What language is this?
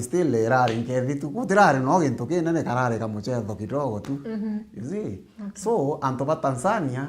Meru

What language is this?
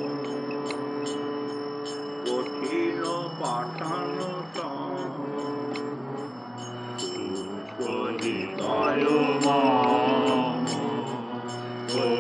Bangla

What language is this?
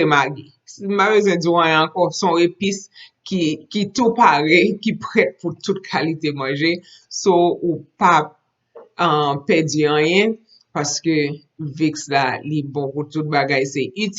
Haitian Creole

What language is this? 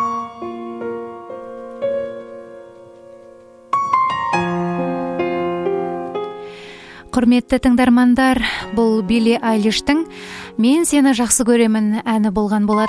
Kazakh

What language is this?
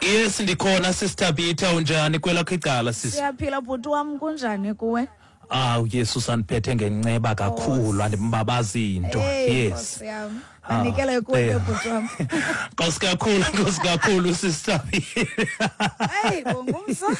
Xhosa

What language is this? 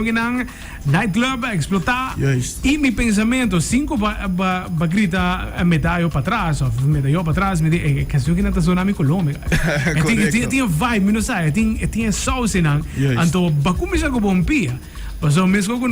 Papiamento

